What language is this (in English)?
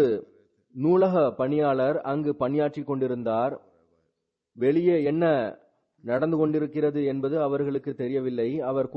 Tamil